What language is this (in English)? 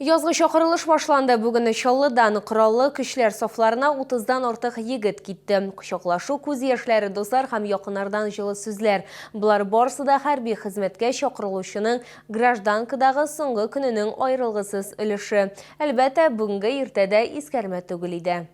Tatar